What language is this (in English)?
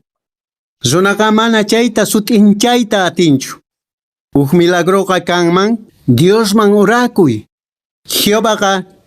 Quechua